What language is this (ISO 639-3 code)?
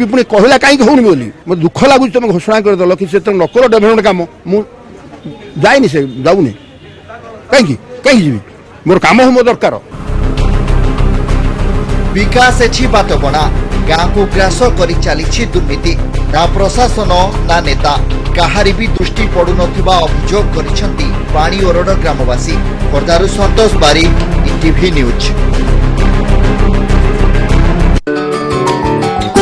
ori